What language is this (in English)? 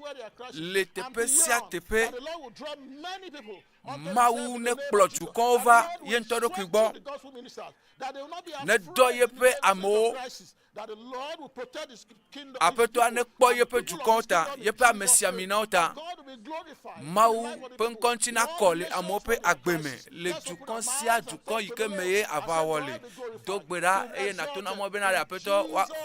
Ewe